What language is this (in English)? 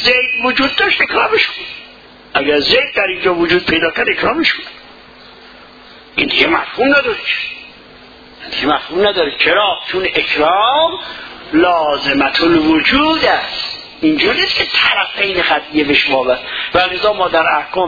Persian